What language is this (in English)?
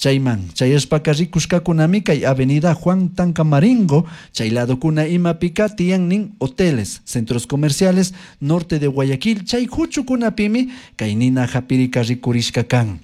Chimborazo Highland Quichua